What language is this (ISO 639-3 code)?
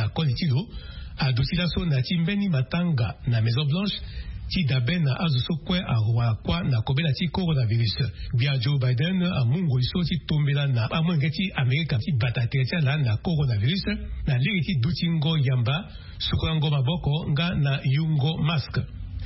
sag